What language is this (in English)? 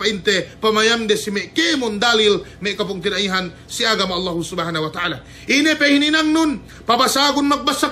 Yakan